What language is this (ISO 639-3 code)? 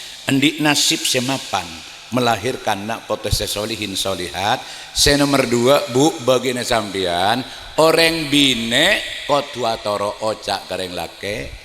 mad